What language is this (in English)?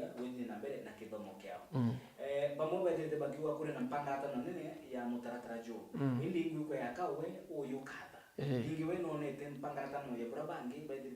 Meru